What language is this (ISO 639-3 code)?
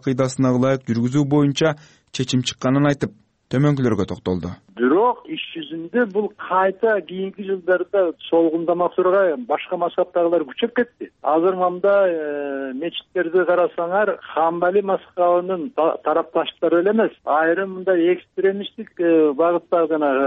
kir